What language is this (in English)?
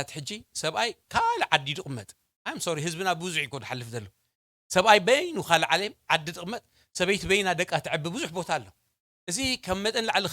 Tigrinya